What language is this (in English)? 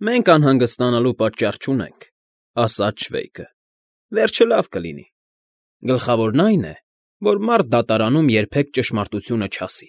Armenian